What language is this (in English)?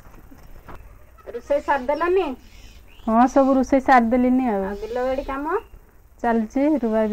Odia